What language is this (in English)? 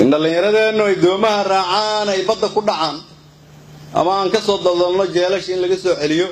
Somali